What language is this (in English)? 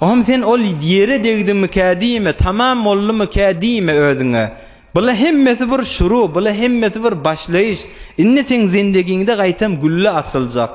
Turkmen